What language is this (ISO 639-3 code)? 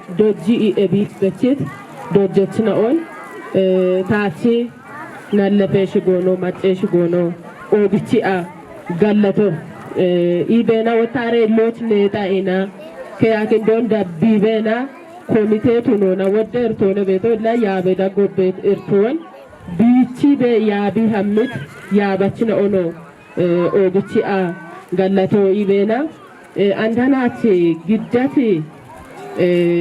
kbr